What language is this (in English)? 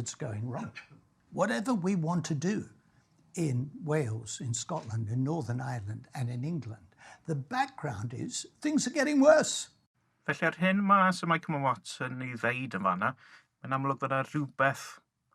Welsh